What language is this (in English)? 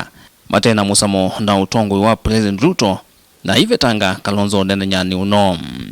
Kamba